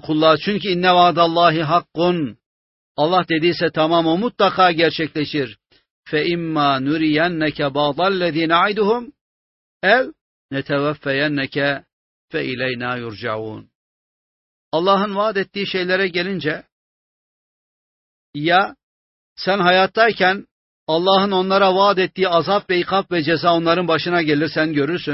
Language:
Turkish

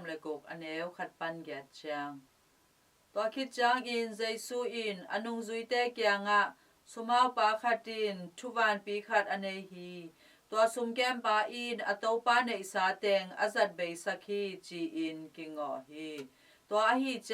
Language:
Tedim Chin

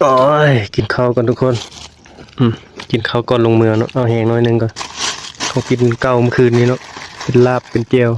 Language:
Northeastern Thai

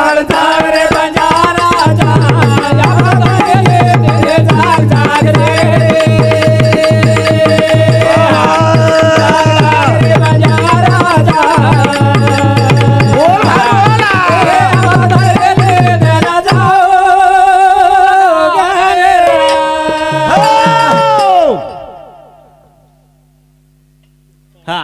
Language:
Lambadi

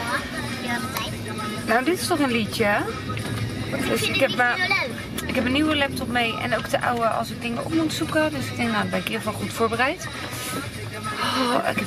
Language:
Dutch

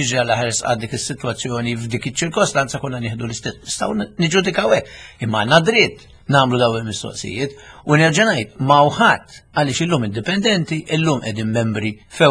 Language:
Maltese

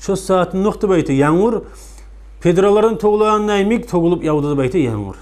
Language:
Kumyk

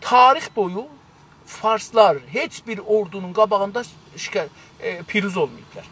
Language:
South Azerbaijani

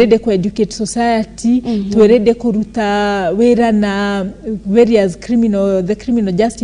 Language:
Kikuyu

